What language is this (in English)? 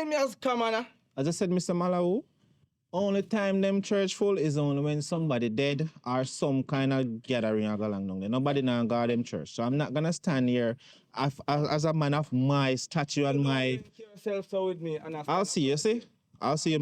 Jamaican Creole English